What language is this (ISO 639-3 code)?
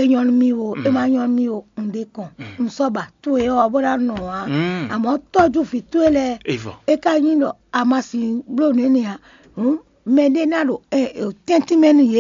fon